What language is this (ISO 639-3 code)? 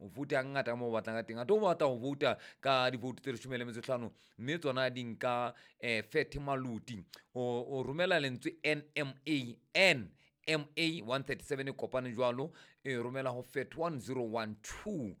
sot